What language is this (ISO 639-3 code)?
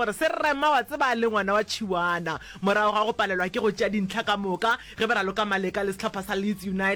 nso